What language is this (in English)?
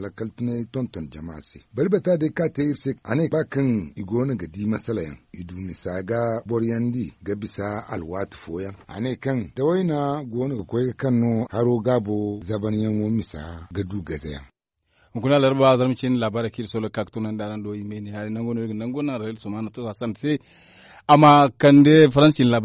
Zarma